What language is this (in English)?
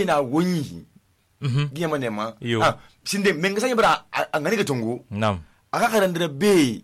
Susu